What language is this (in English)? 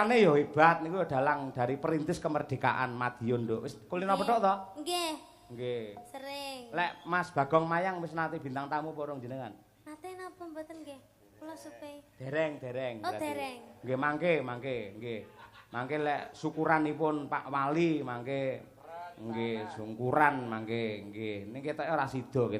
Javanese